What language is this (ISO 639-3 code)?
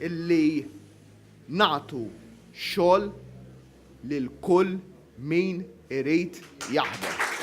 mlt